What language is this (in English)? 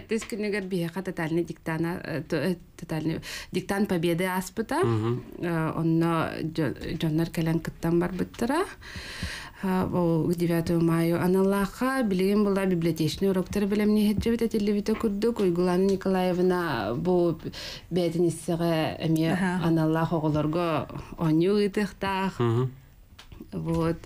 Yakut